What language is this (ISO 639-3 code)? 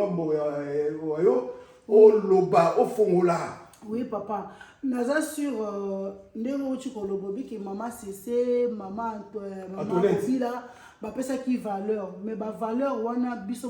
lin